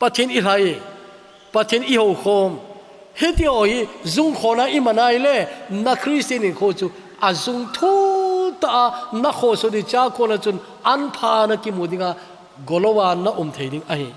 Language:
Thado Chin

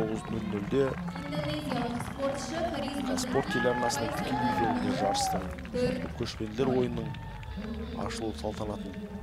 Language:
Kazakh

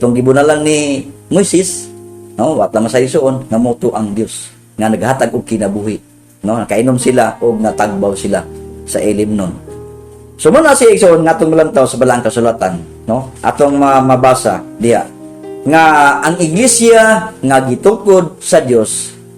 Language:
Cebuano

